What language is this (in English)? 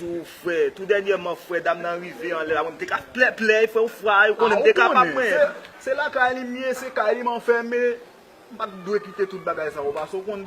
Haitian Creole